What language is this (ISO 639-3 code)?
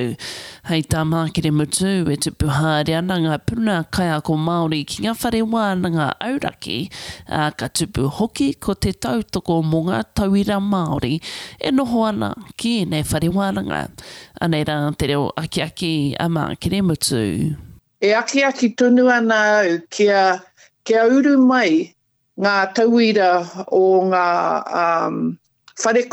mri